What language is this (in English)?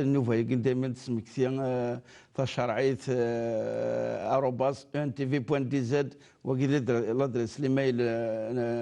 Kabyle